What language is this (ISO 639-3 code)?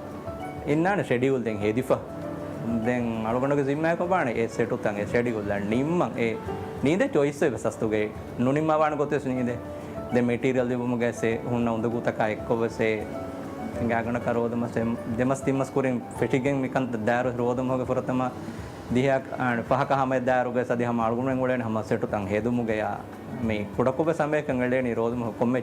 div